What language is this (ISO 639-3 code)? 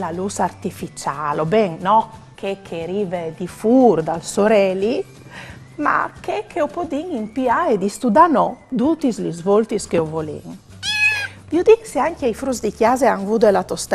fur